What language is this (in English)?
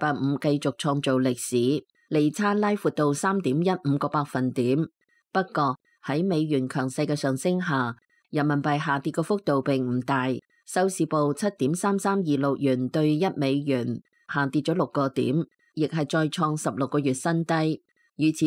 Cantonese